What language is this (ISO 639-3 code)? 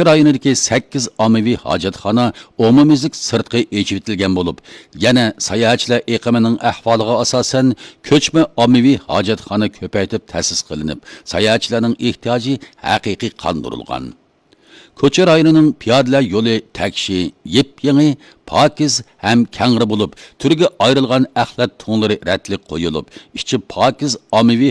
uig